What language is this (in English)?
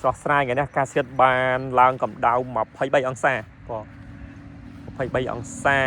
Khmer